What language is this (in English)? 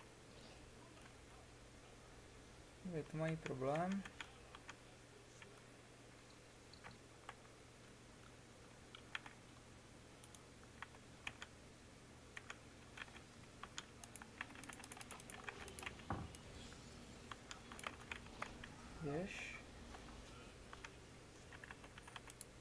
Czech